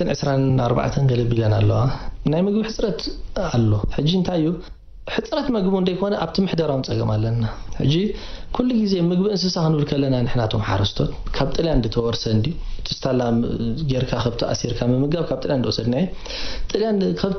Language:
Tigrinya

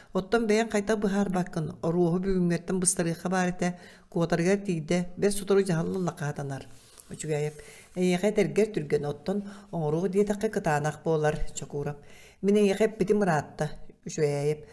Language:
Yakut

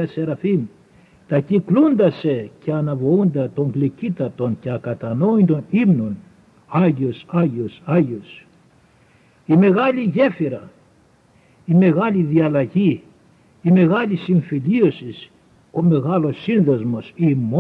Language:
Greek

